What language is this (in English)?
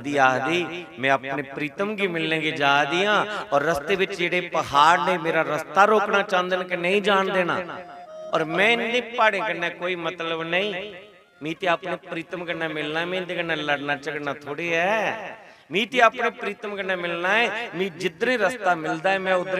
Dogri